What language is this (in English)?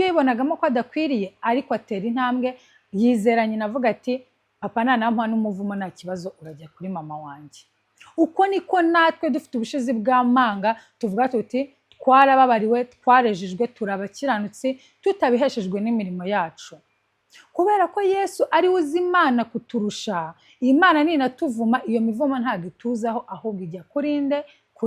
Kinyarwanda